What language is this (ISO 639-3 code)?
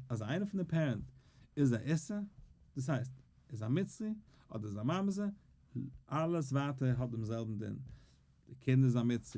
yid